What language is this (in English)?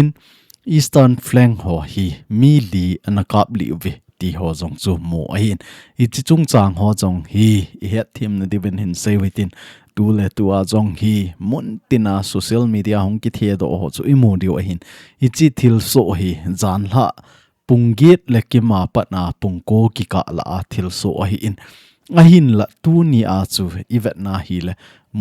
Thado Chin